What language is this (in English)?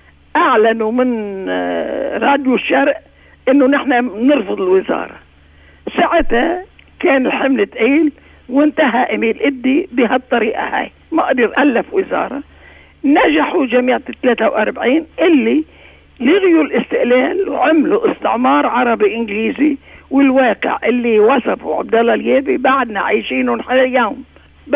North Levantine Arabic